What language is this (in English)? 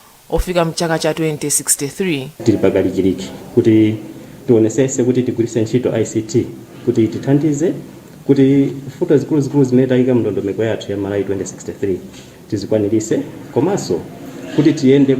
Nyanja